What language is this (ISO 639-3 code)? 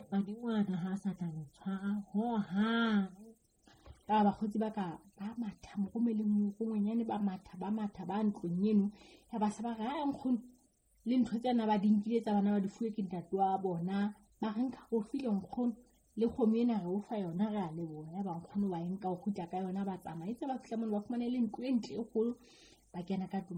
sot